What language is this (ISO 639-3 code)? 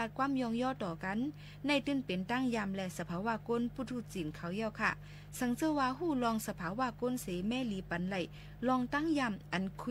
shn